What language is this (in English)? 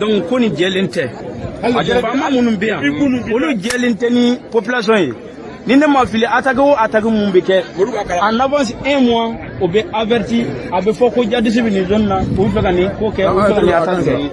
Bambara